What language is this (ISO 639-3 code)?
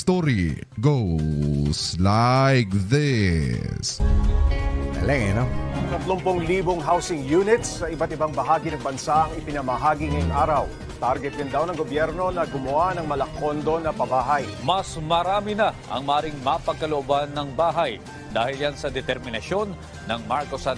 fil